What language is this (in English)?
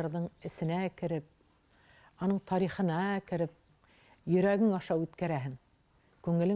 Bashkir